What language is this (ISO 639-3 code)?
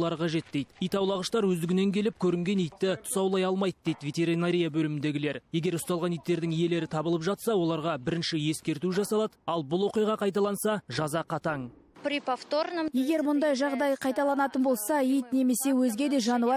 kaz